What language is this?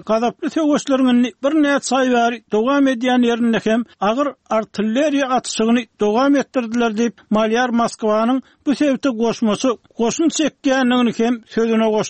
Turkmen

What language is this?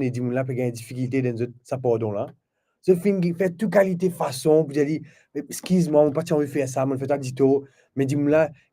Morisyen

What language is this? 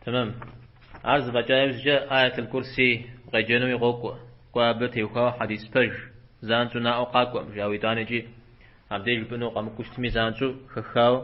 Kabardian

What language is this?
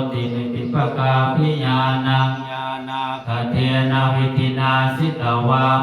Pali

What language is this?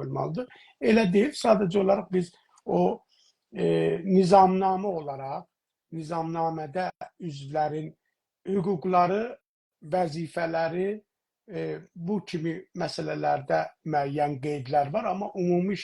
South Azerbaijani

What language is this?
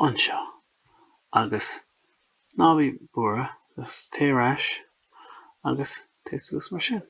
Irish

